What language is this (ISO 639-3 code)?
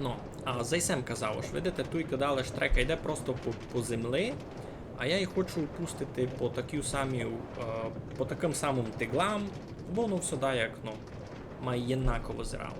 rue